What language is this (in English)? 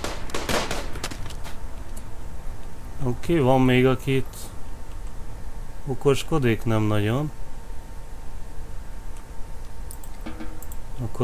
Hungarian